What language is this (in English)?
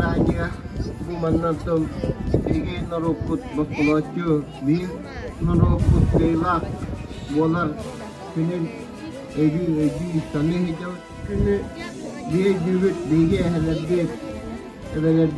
Yakut